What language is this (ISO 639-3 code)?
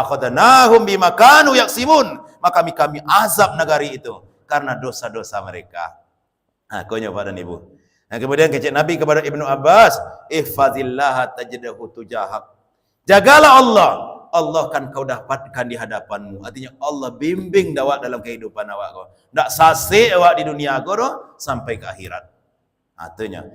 min